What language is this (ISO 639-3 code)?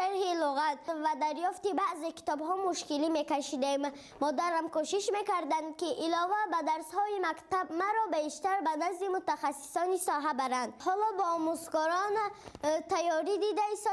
tgk